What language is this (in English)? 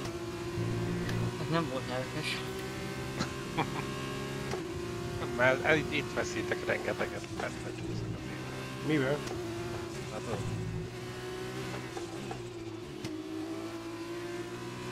Hungarian